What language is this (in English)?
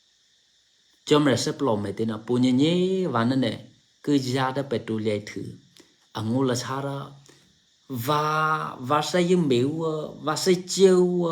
Eastern Kayah